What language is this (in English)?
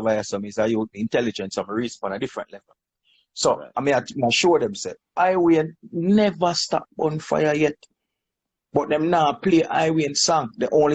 Jamaican Creole English